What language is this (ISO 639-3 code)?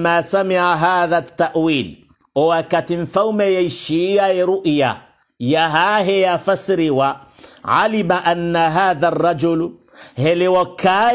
swa